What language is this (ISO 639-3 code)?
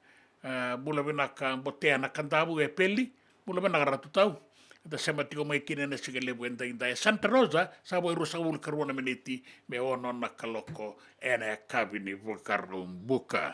fij